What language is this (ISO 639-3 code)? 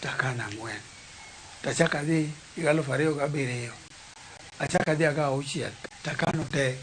luo